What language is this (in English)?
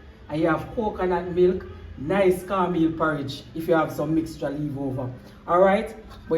Jamaican Creole English